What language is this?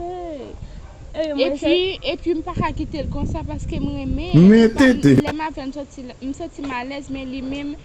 Haitian Creole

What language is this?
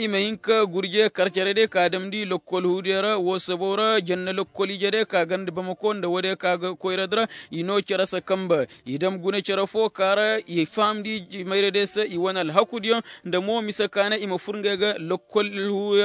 Koyraboro Senni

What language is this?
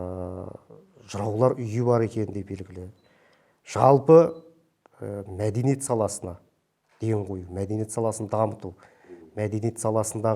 Kazakh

